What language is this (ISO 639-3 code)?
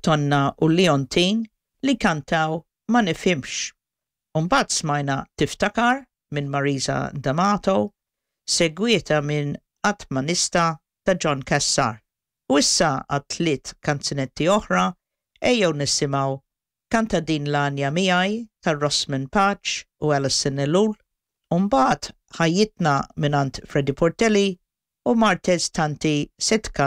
mlt